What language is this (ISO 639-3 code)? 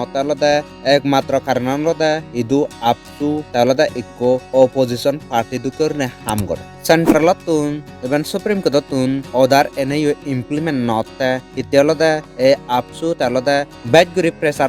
ccp